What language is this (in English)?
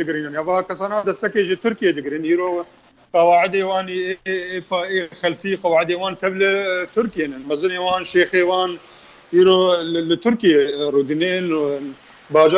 Kurdish